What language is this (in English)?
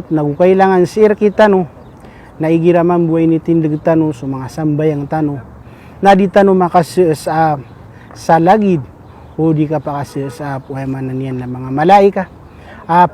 Maranao